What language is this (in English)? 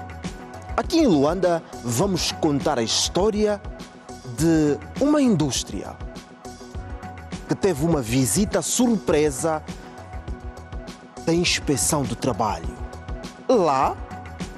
Portuguese